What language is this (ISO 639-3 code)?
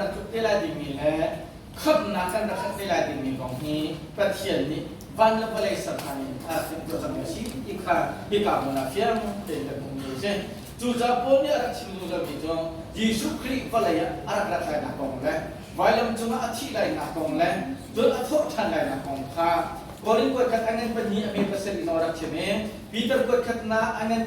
cnh